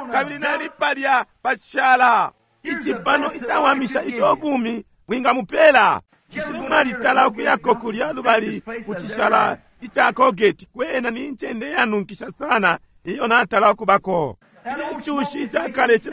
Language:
Bemba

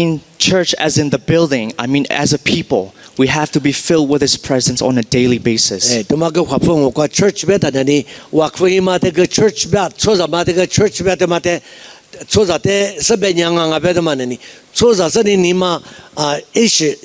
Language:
Lisu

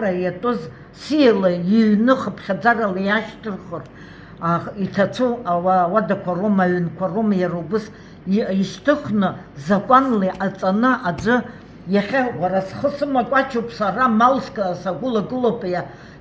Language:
Abkhazian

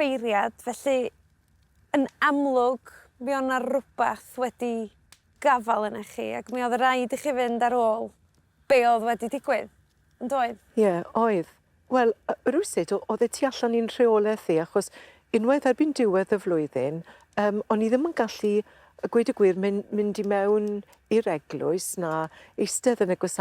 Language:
Welsh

